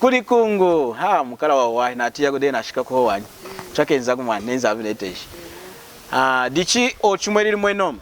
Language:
Lunda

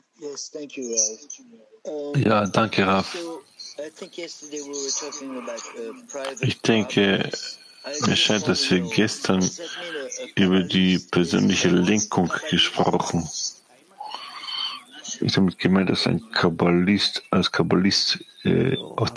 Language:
German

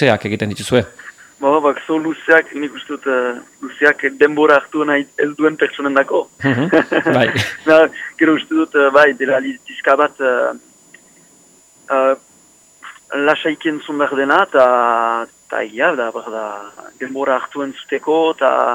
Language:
Basque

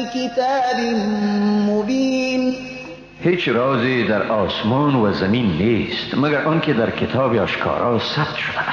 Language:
Persian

